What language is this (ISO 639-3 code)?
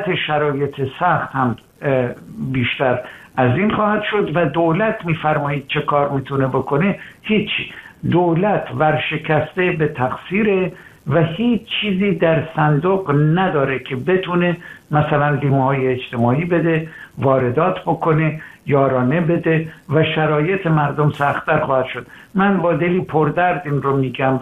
fas